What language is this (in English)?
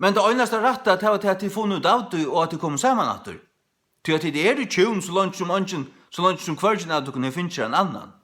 Faroese